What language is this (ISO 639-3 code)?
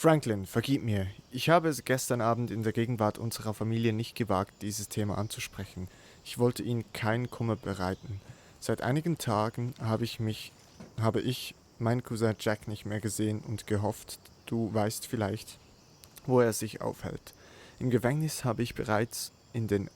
gsw